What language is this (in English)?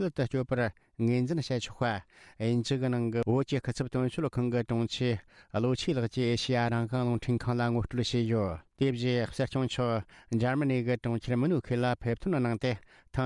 Tibetan